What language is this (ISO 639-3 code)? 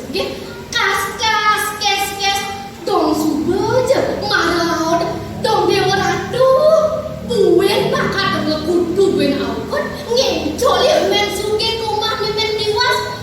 ban